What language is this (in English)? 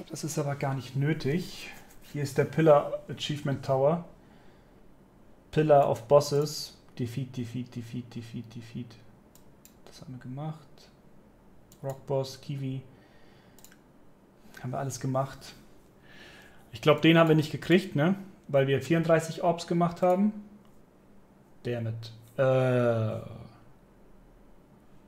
German